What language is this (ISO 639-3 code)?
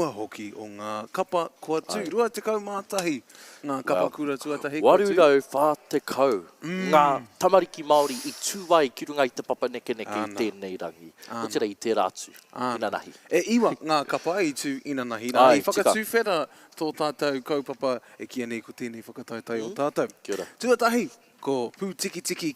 mri